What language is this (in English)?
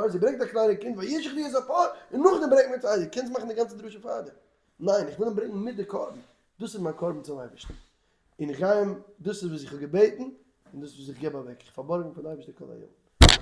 Yiddish